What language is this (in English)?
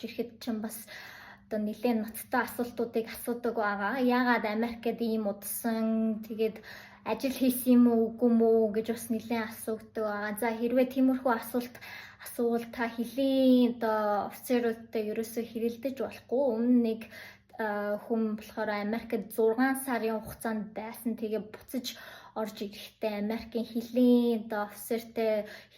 Mongolian